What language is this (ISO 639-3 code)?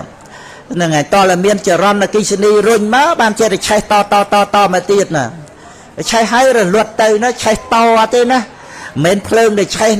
khm